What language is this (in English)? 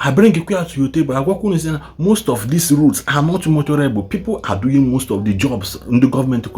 Igbo